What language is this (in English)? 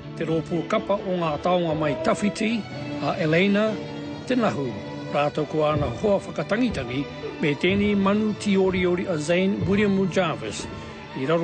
Māori